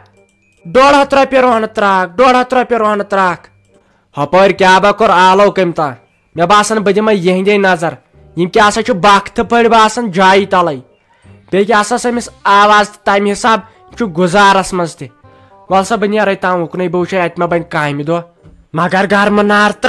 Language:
Kashmiri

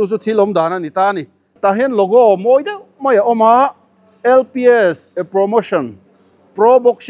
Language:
Mizo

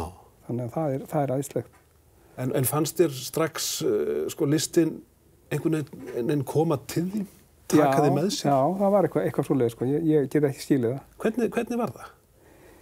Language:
Icelandic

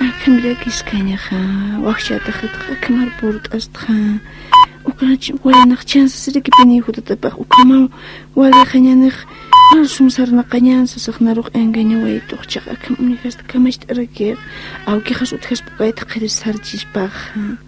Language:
Aymara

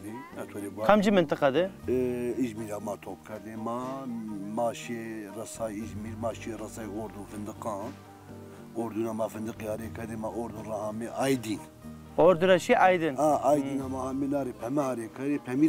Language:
Zaza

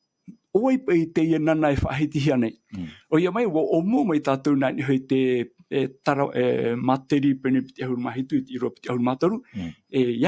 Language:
Tahitian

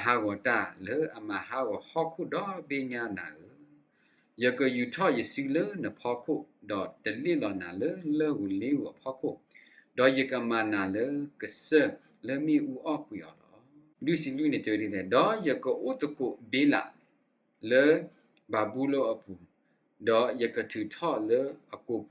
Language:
S'gaw Karen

